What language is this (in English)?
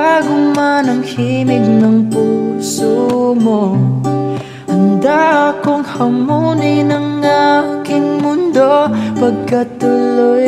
Filipino